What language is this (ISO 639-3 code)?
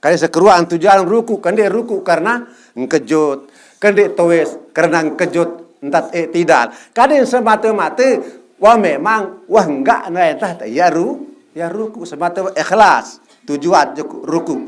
sas